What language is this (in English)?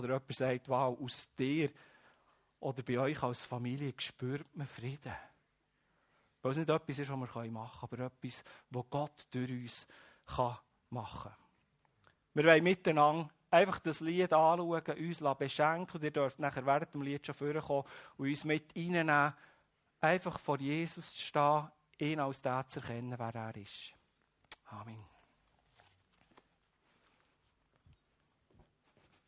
German